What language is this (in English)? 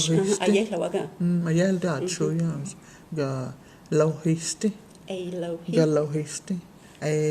Cherokee